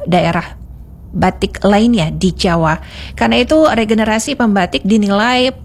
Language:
Indonesian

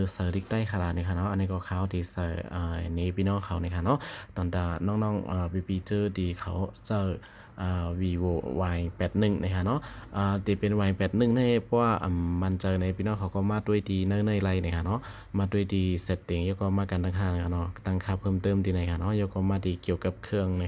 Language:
Shan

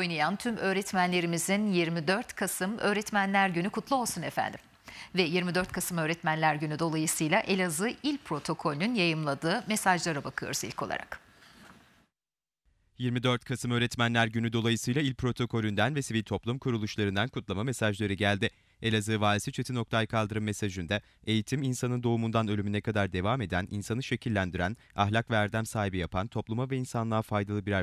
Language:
Turkish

